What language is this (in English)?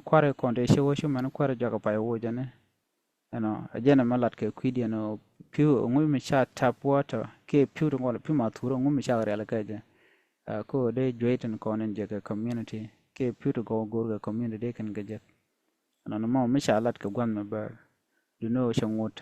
Nuer